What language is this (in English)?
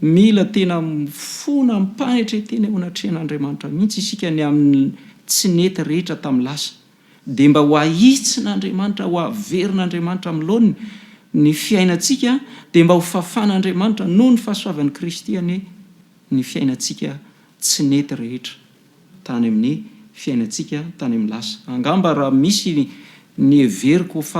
Malagasy